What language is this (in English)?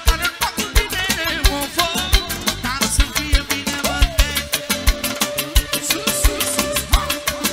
Romanian